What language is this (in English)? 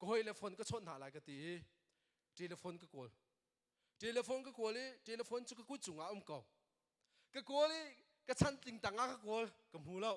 Hakha Chin